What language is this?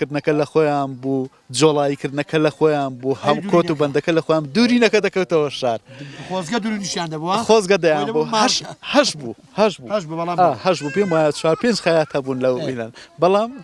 Central Kurdish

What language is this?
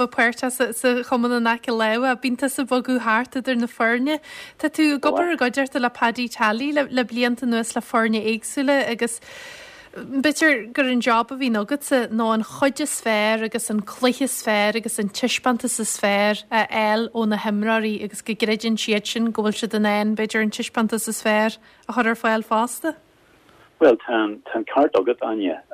Irish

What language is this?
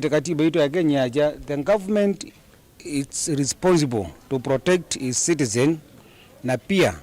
Kamba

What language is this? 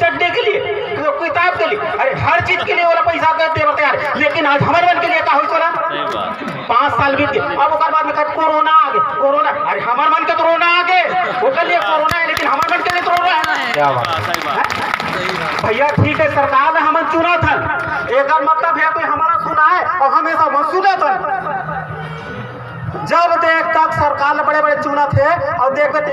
Chhattisgarhi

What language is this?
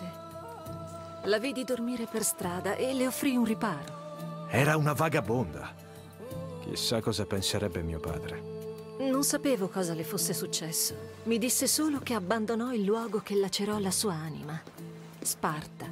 Italian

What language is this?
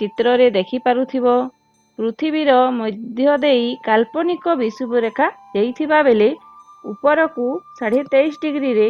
Odia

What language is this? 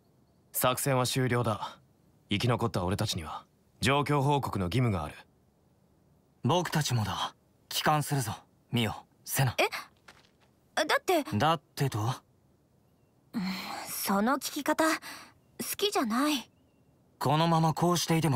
Japanese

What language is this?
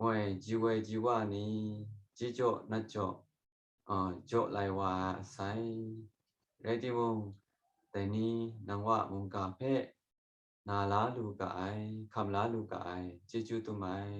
Kachin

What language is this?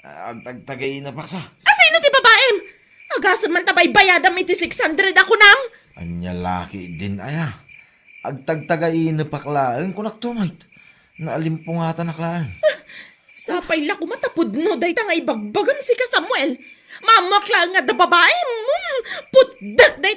Iloko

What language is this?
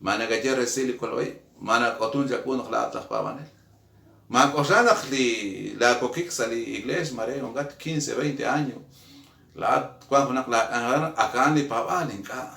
Kekchí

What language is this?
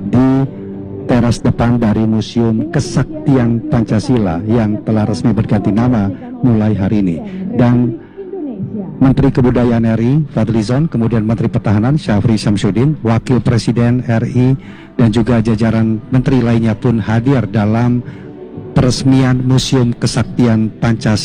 Indonesian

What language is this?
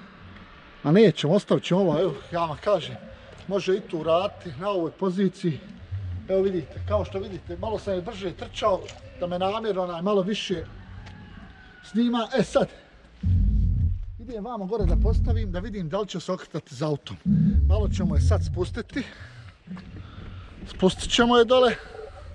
Croatian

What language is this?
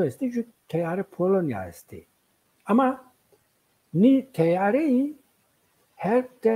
Zaza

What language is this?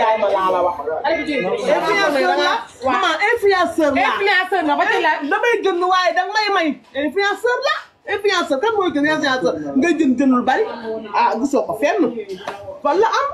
Wolof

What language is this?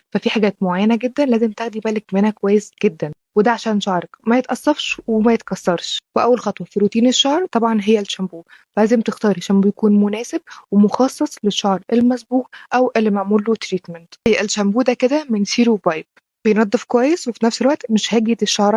Egyptian Arabic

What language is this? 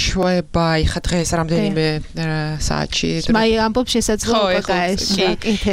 Georgian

